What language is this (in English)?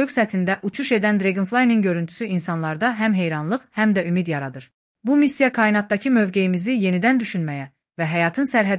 Azerbaijani